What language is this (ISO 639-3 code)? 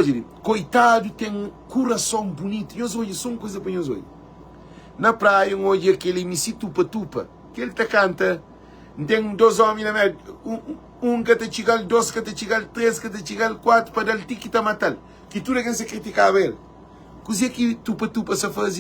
kea